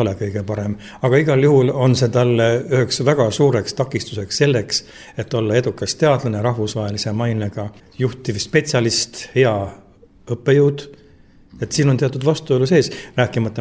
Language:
Estonian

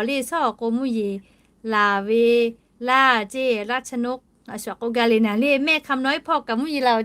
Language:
Lahu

